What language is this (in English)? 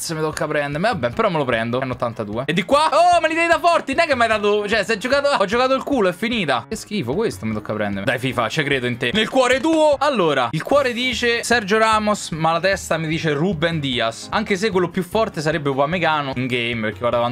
Italian